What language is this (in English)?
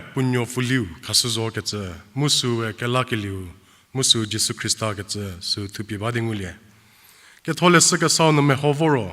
Angami Naga